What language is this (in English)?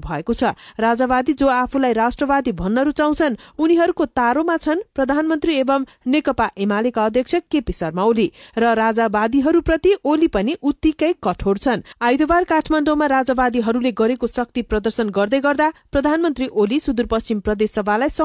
Nepali